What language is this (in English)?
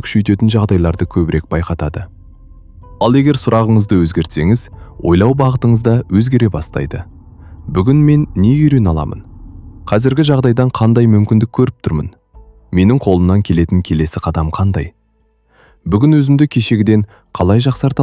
Kazakh